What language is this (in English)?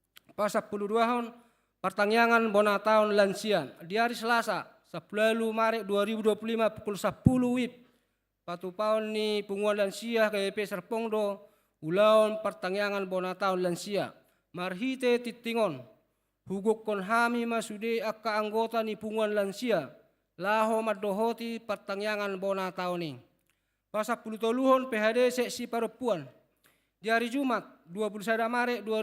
Batak Toba